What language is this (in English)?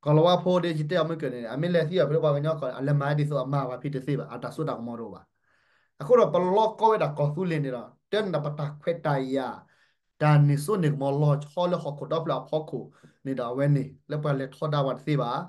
S'gaw Karen